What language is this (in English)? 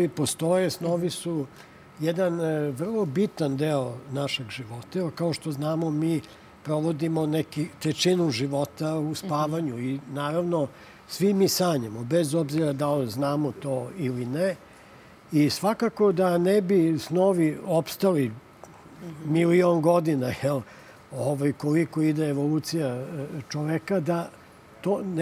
Serbian